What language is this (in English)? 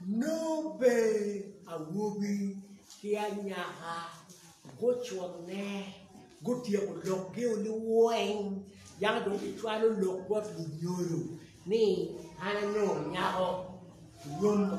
Acoli